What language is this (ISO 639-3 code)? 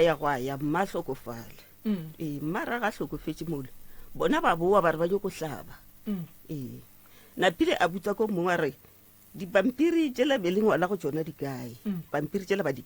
nso